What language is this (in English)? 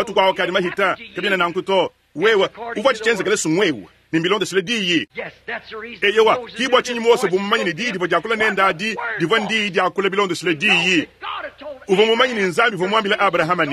Luba-Lulua